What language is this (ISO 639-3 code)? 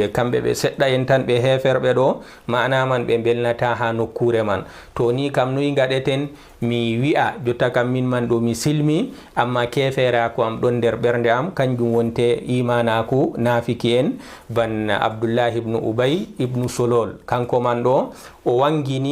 ful